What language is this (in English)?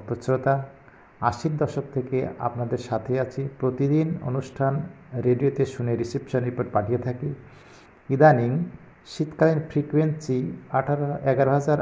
Bangla